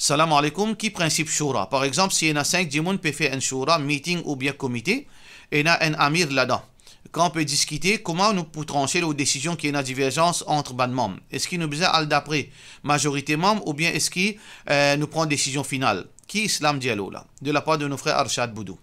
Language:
Morisyen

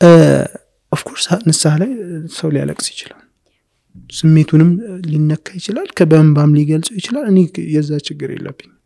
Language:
Amharic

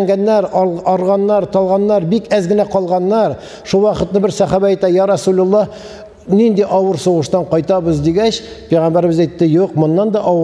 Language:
Tatar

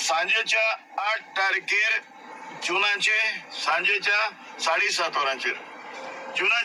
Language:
Konkani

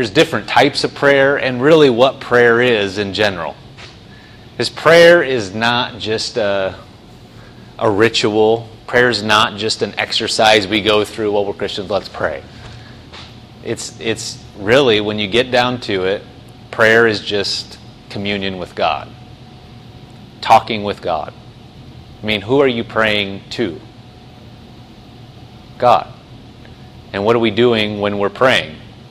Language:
English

